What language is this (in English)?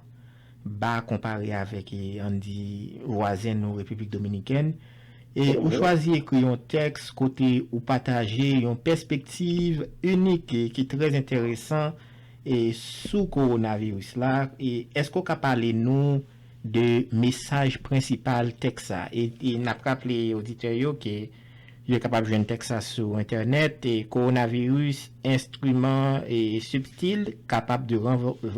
Haitian Creole